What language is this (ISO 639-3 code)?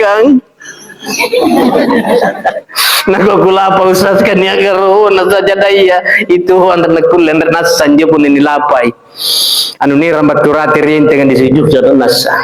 mak